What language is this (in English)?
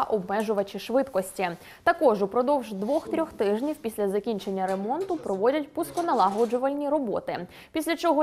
Ukrainian